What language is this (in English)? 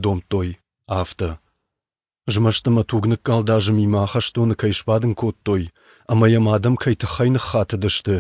Ossetic